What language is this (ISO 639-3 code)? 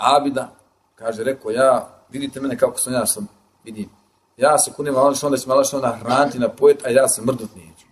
bos